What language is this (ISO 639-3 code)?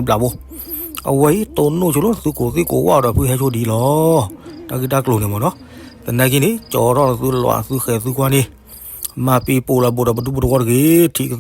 ksw